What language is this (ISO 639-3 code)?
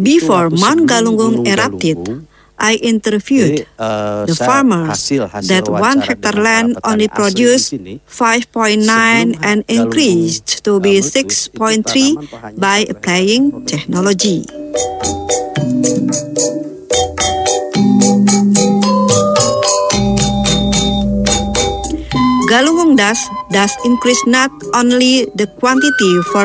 ind